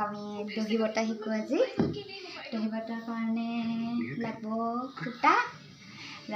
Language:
Assamese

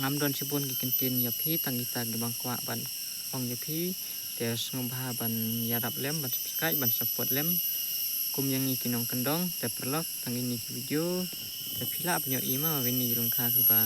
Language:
Khasi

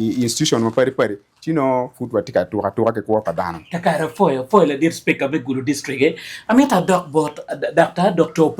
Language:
Acoli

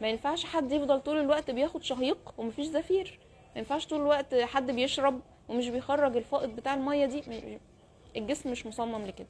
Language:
Egyptian Arabic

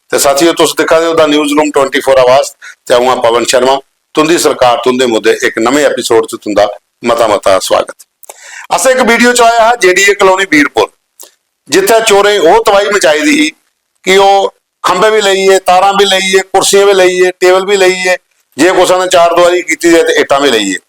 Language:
Dogri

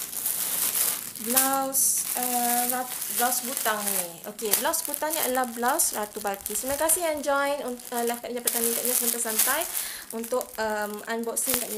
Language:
Malay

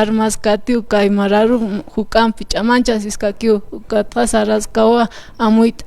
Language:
Aymara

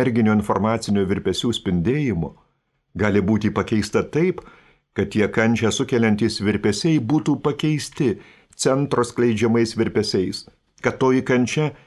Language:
Lithuanian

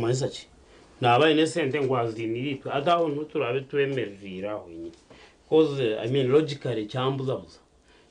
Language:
Nyankole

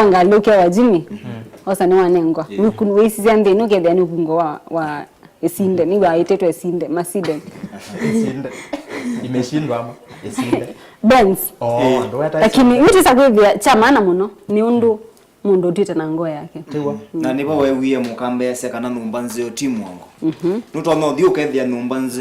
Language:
Kamba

